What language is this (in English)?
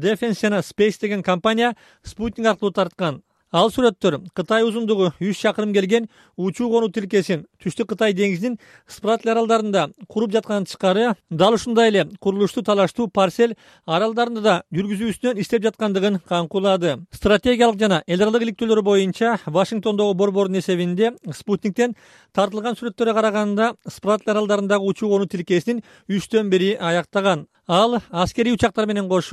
Kyrgyz